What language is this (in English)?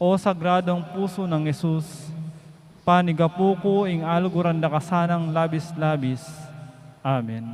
Pampanga